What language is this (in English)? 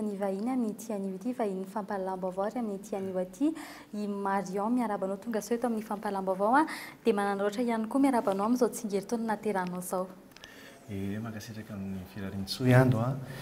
Malagasy